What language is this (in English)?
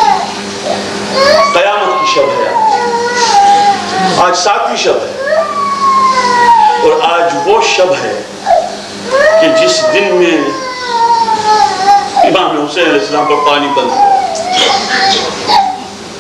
Urdu